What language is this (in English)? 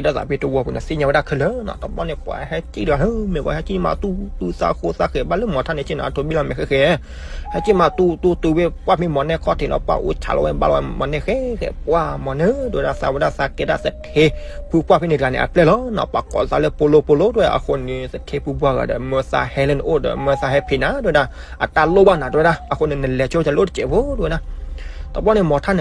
S'gaw Karen